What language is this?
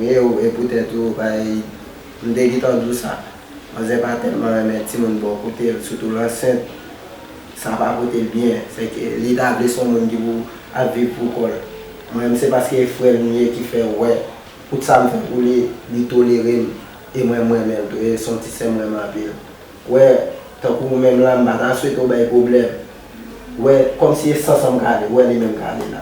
Haitian Creole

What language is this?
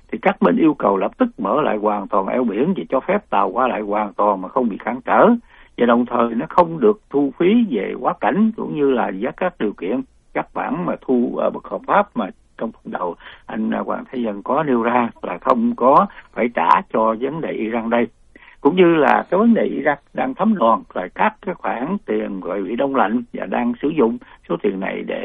Vietnamese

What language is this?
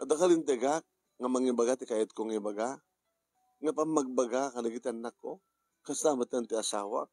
Iloko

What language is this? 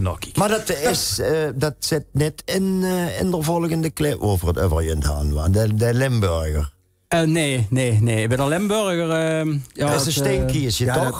Limburgish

